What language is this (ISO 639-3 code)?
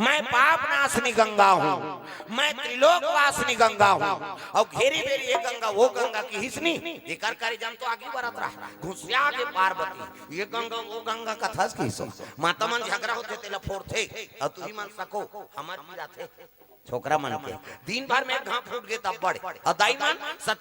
hne